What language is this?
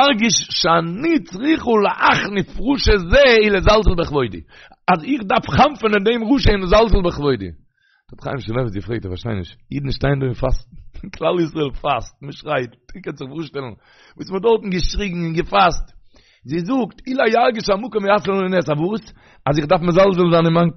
Yiddish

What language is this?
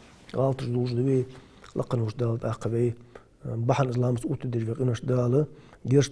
Ingush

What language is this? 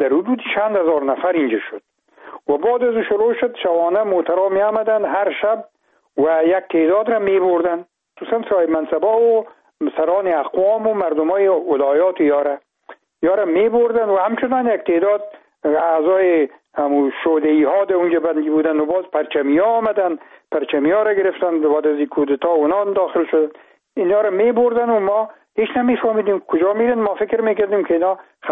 Persian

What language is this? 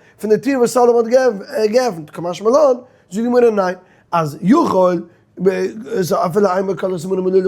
Yiddish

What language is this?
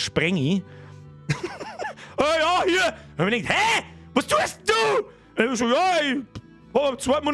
Bavarian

